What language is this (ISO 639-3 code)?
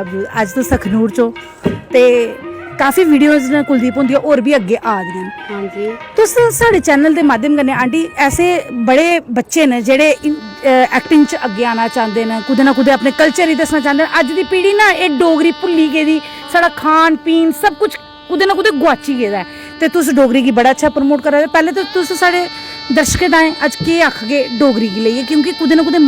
doi